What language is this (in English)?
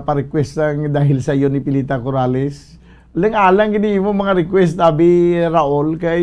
Hiligaynon